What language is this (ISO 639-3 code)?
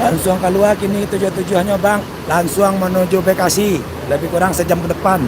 min